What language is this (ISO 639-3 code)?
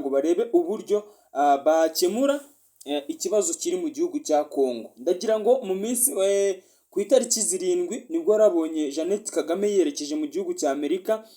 kin